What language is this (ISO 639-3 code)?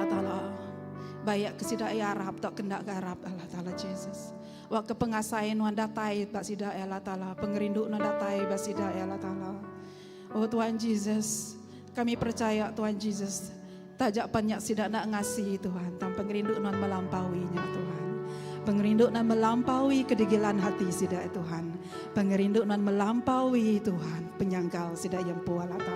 iba